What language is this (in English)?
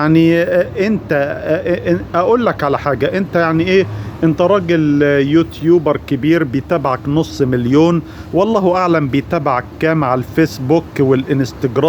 Egyptian Arabic